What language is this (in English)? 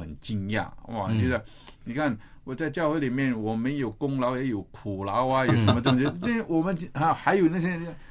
Chinese